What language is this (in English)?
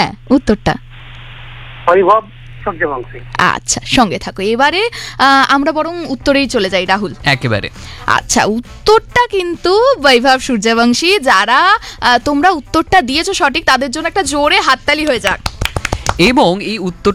Bangla